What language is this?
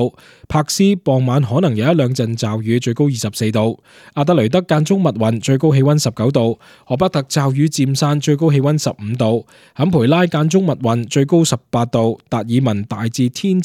Cantonese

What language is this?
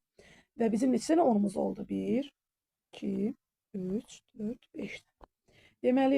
Azerbaijani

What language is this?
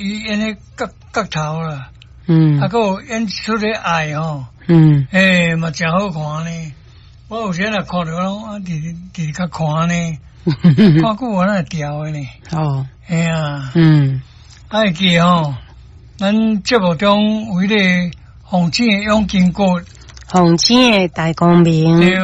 Min Nan Chinese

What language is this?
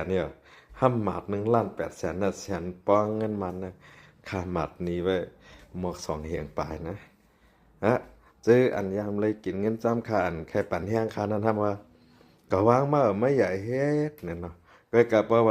Shan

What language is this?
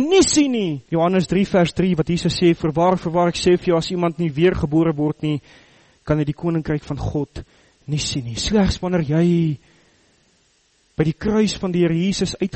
Afrikaans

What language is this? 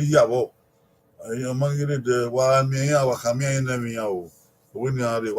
Bini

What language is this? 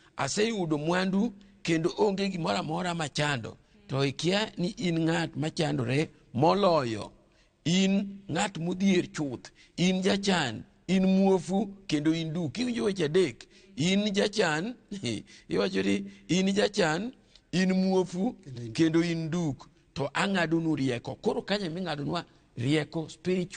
Luo (Kenya and Tanzania)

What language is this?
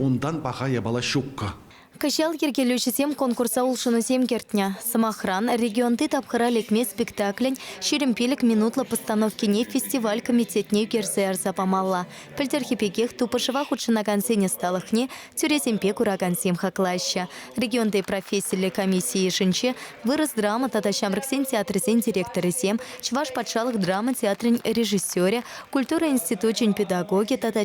Chuvash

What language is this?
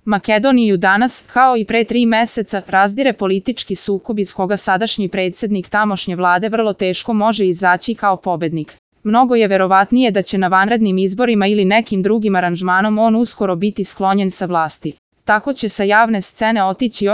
Serbian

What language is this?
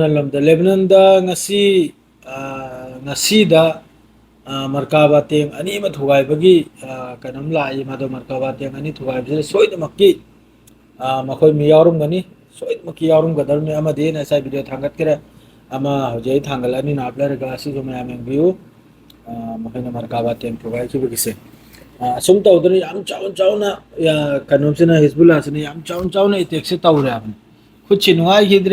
Manipuri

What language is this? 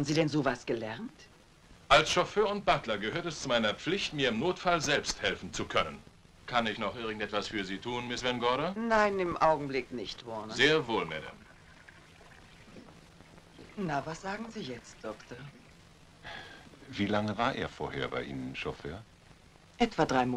German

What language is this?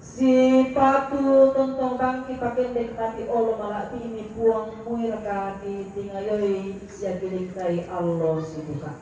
Toraja-Sa'dan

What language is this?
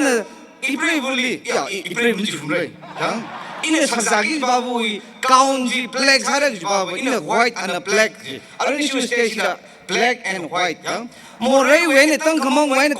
Tangkhul Naga (India)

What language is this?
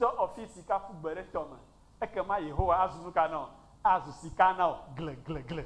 Ewe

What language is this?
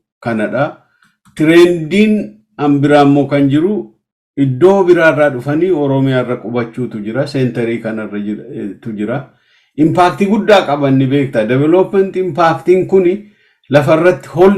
Oromo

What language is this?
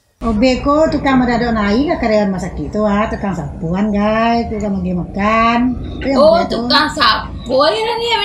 Minangkabau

